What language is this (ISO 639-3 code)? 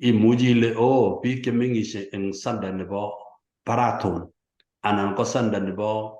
kln